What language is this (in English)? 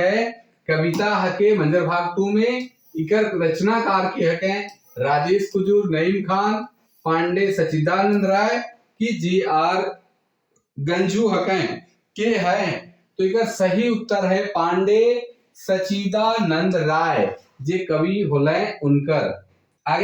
Sadri